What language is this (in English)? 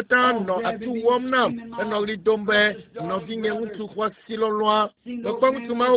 Ewe